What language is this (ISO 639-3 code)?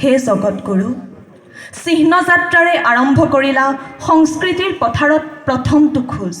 asm